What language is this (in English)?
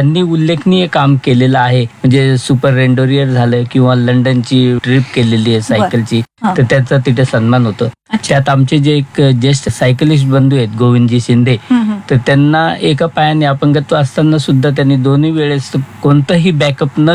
Marathi